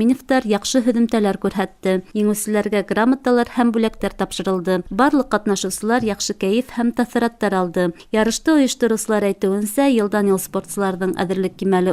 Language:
Bashkir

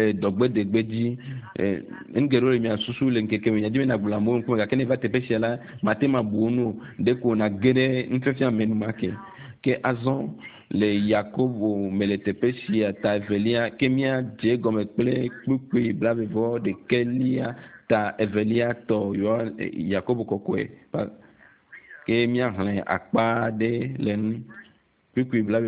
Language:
Ewe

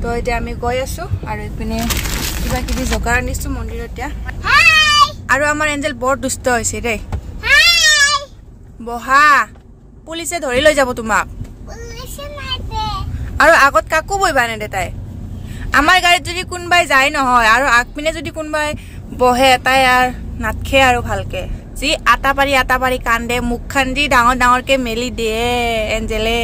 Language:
Assamese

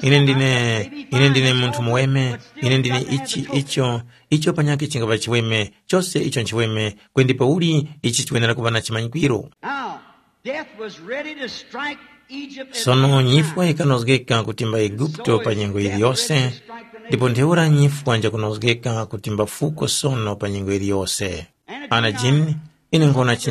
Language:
Tumbuka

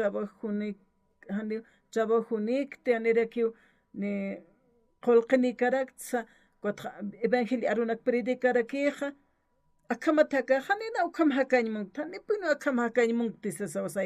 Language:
Aymara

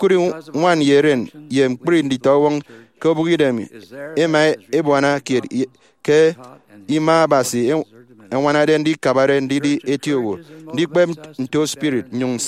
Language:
Efik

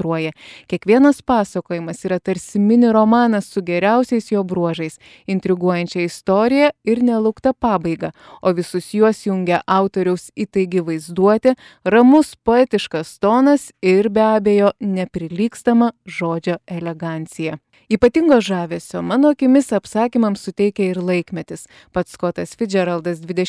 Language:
Lithuanian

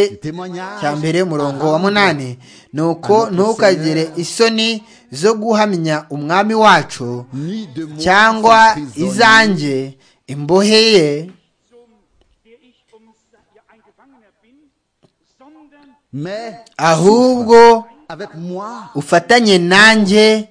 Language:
Kinyarwanda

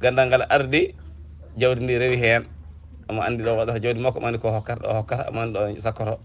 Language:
Fula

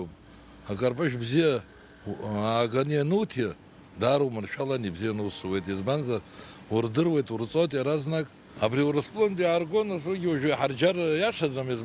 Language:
Abkhazian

